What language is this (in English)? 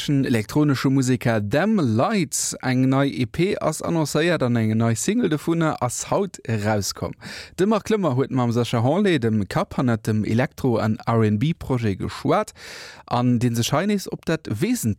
Luxembourgish